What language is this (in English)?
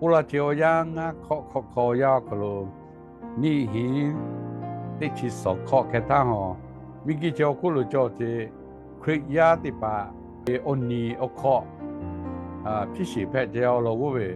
Lahu